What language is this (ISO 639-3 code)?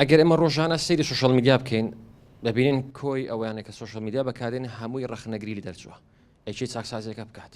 ckb